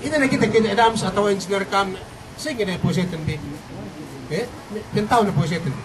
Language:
Yakan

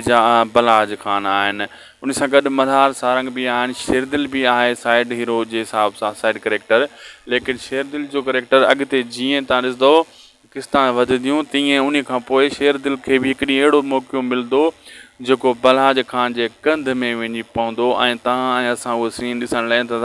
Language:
Sindhi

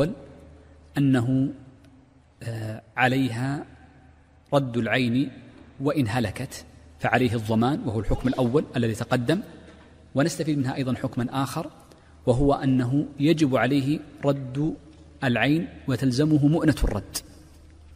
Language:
Arabic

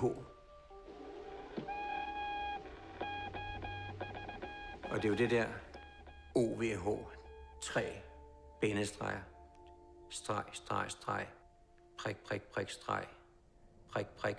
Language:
Danish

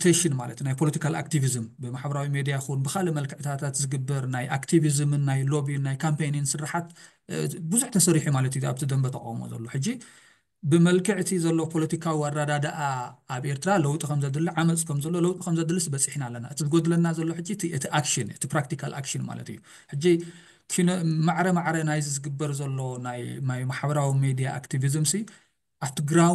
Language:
Tigrinya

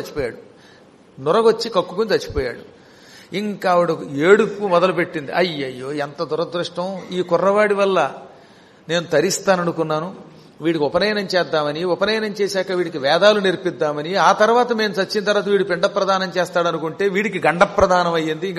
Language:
Telugu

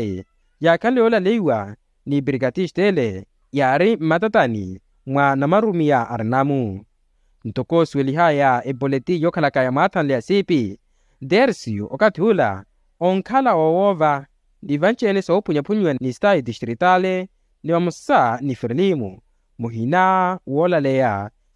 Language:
Makhuwa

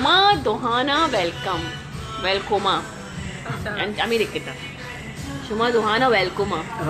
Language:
Baluchi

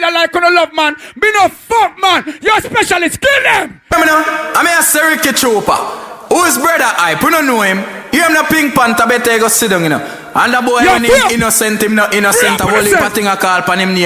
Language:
Jamaican Creole English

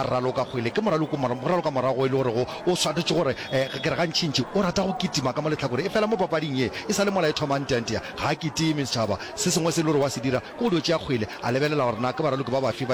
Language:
Northern Sotho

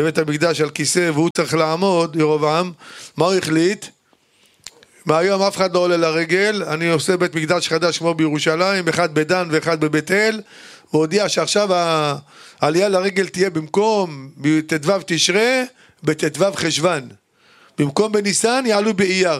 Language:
Hebrew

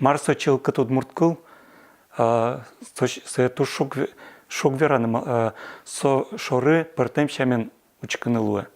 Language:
Udmurt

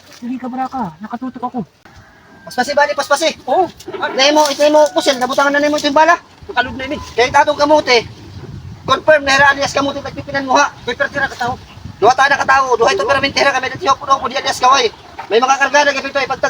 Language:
Waray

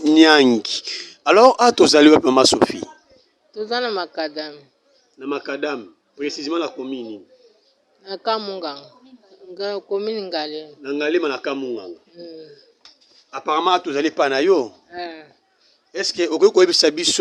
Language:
Lingala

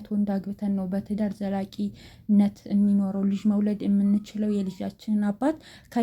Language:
Amharic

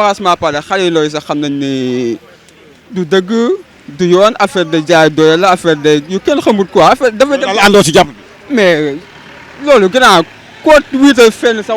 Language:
Wolof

